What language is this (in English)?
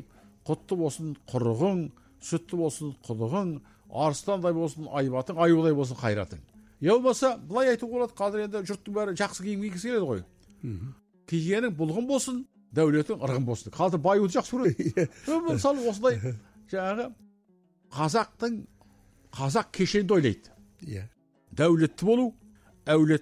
Kazakh